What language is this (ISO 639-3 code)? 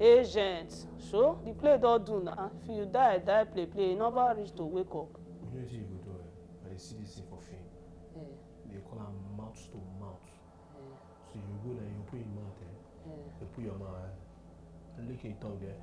pcm